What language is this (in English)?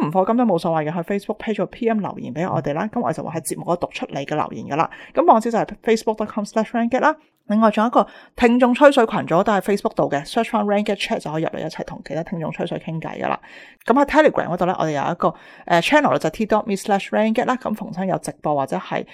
Cantonese